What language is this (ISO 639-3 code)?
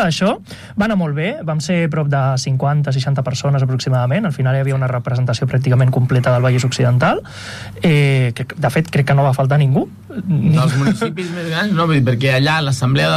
cat